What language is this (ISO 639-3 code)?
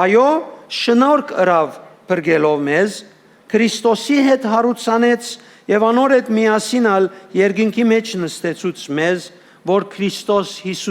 hyw